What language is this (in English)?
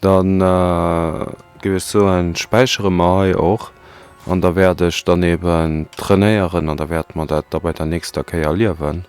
Luxembourgish